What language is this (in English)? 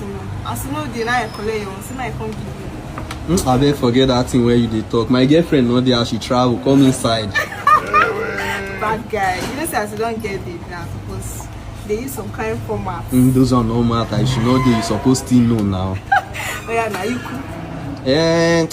Nigerian Pidgin